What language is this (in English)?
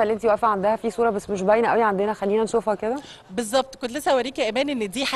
Egyptian Arabic